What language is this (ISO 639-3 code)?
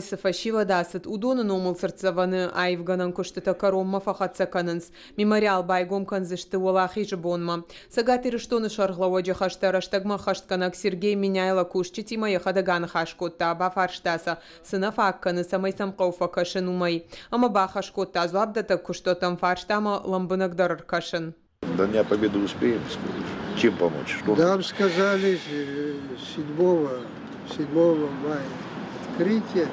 oss